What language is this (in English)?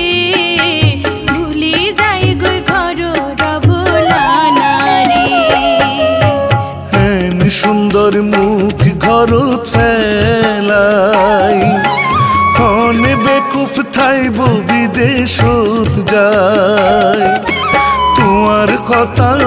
Chittagonian